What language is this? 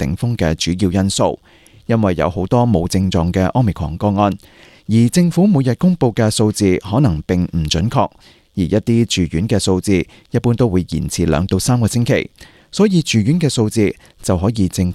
Cantonese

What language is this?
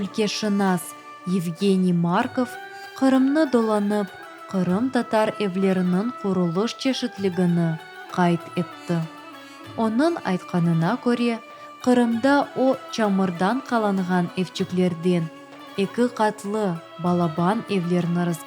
Crimean Tatar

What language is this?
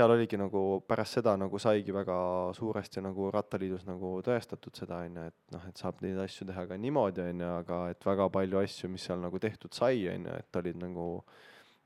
Estonian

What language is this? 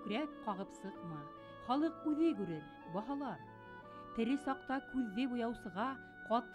Bashkir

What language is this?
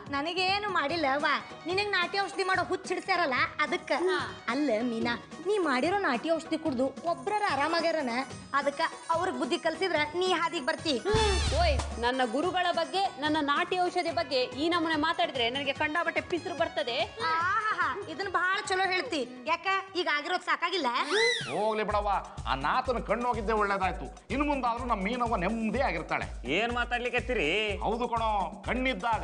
Kannada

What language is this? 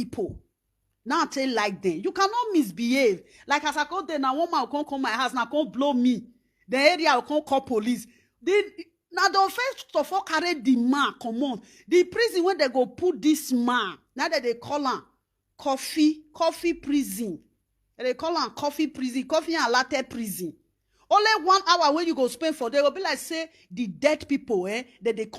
Nigerian Pidgin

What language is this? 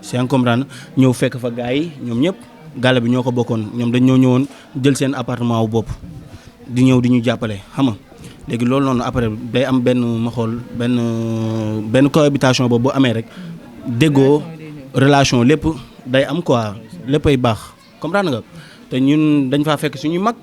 Wolof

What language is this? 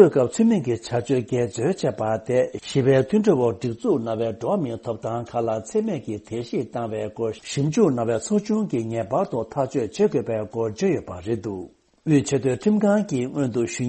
Tibetan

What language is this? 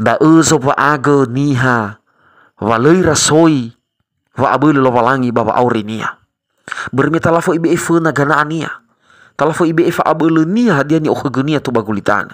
Nias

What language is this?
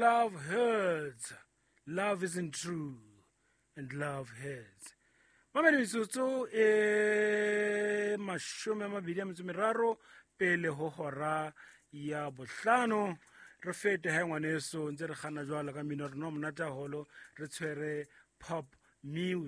Southern Sotho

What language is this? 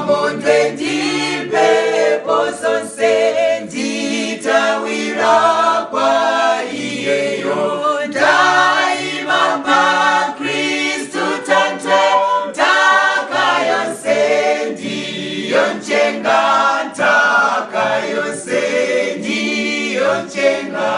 Nyanja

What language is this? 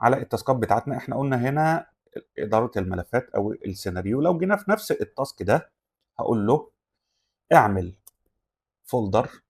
Egyptian Arabic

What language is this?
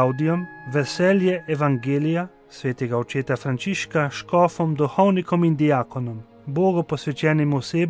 Slovenian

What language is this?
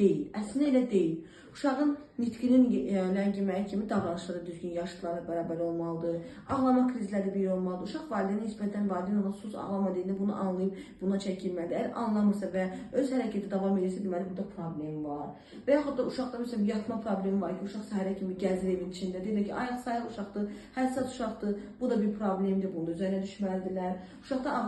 Azerbaijani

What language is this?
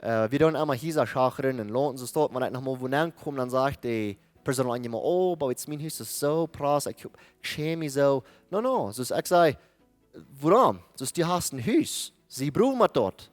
Plautdietsch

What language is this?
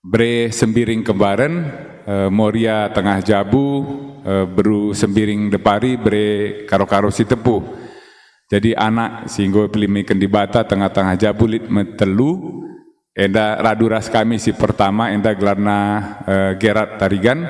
Batak Karo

